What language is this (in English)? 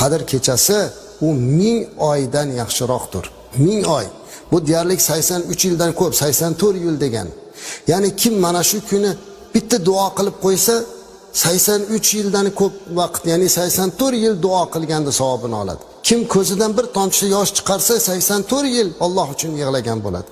Uzbek